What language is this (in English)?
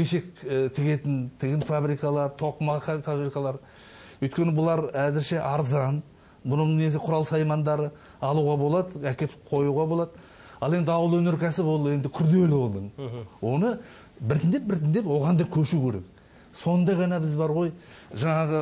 Kazakh